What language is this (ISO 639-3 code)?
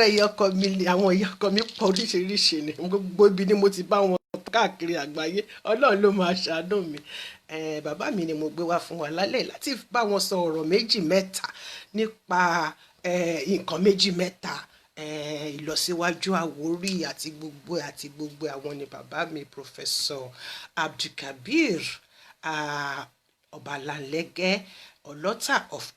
yor